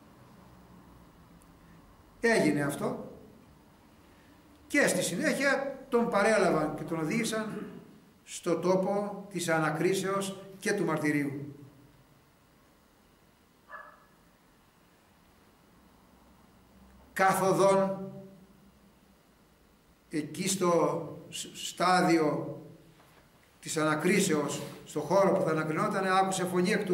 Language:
Greek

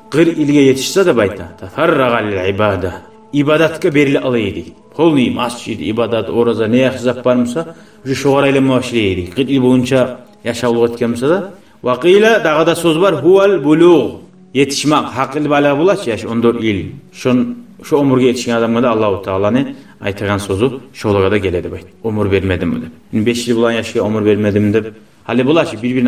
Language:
Kumyk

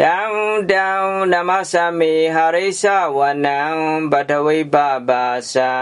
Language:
Pali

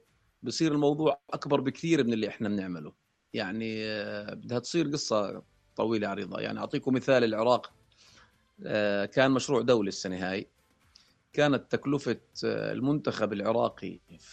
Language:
North Levantine Arabic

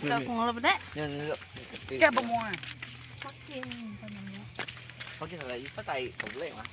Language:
Iban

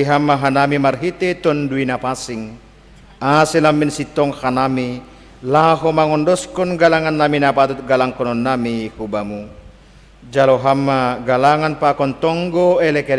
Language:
Batak Simalungun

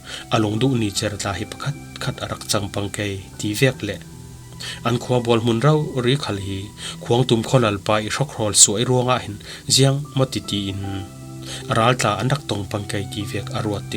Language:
Falam Chin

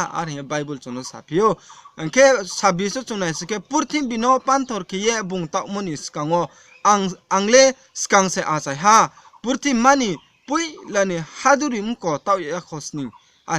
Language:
Riang (India)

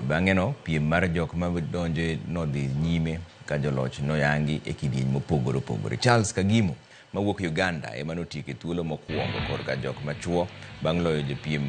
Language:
Luo (Kenya and Tanzania)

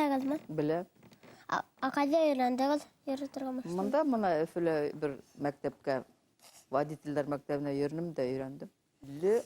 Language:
Bashkir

